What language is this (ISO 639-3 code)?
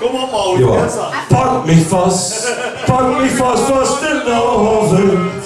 lim